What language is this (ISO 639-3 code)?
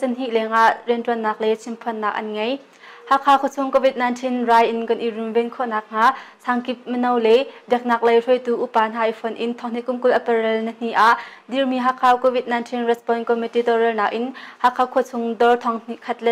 cnh